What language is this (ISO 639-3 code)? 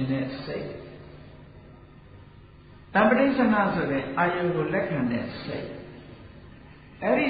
mya